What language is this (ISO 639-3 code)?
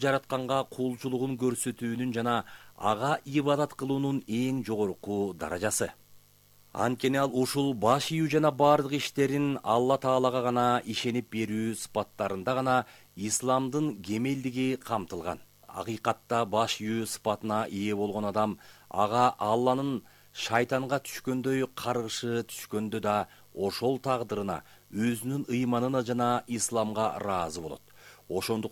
kir